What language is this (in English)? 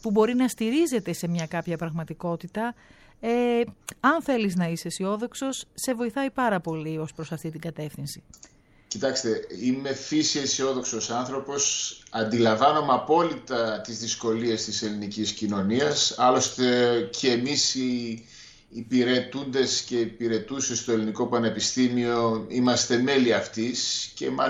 Greek